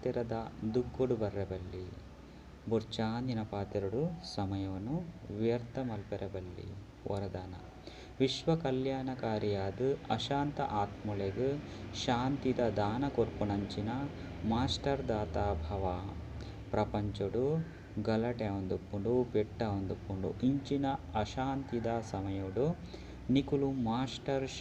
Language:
Tulu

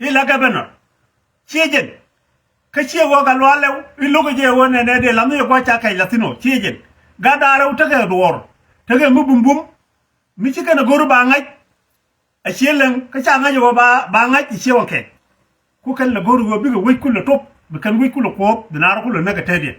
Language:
Nuer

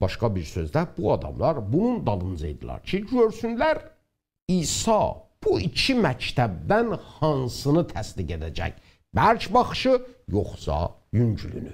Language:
South Azerbaijani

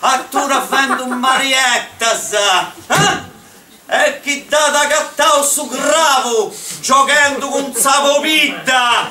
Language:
Sardinian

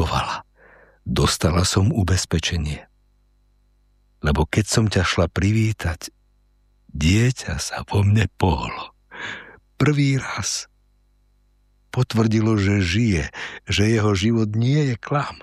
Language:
Slovak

